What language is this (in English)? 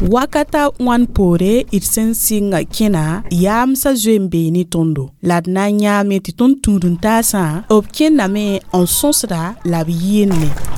Mossi